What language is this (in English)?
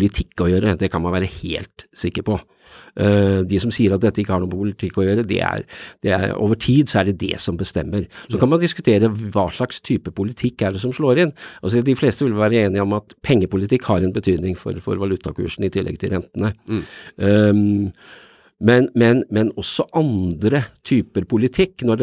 Norwegian